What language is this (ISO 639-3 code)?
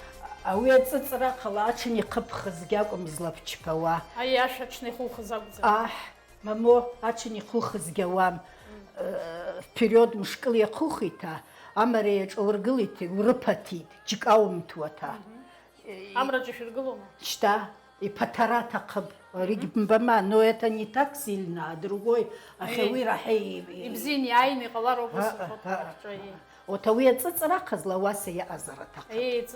abk